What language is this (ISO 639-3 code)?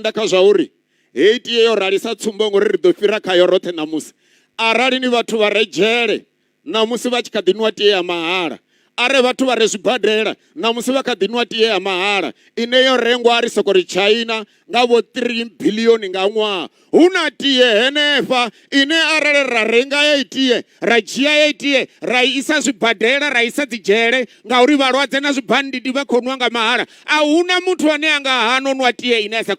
ven